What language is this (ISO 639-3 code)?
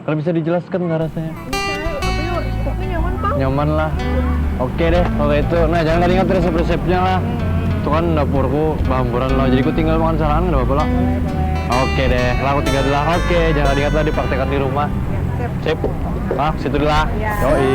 bjn